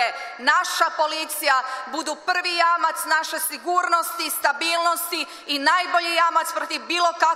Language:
Croatian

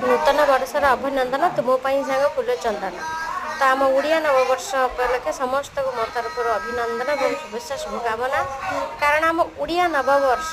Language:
Odia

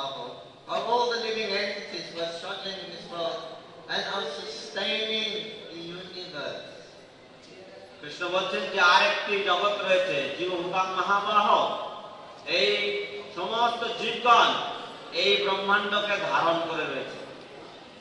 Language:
Bangla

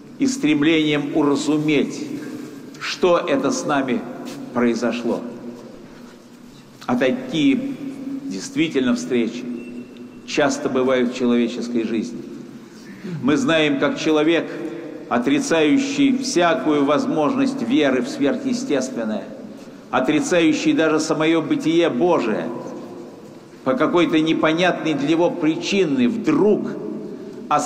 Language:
Russian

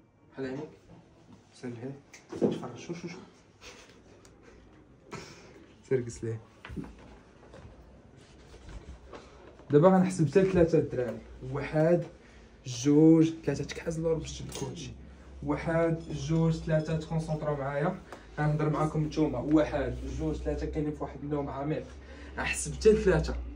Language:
Moroccan Arabic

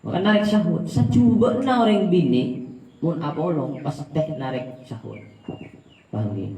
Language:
Madurese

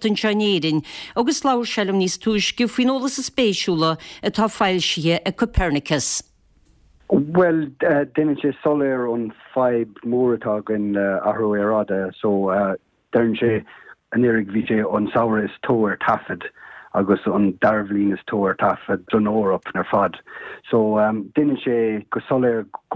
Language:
Irish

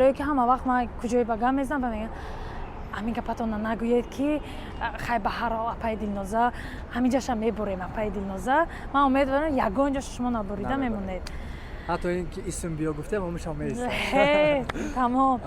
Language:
Tajik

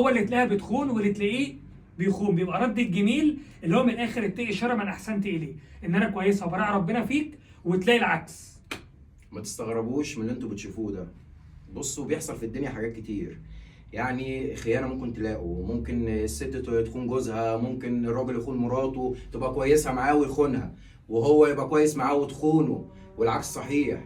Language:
Egyptian Arabic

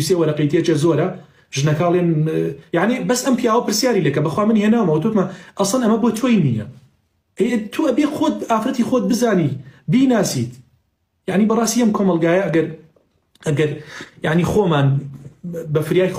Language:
Central Kurdish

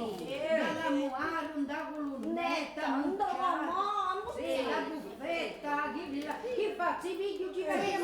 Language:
Sicilian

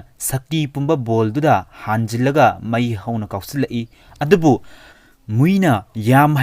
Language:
Manipuri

